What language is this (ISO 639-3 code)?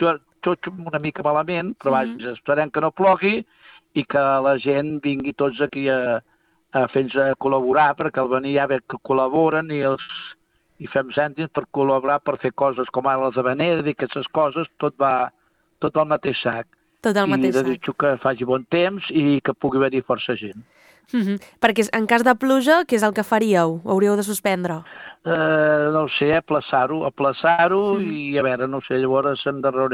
cat